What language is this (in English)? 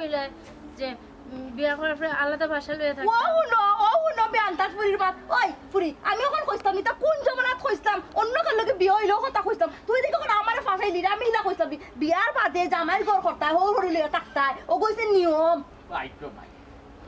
Sylheti